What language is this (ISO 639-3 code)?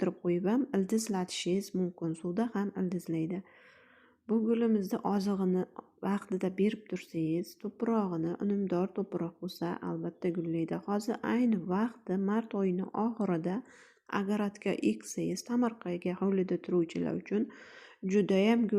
uzb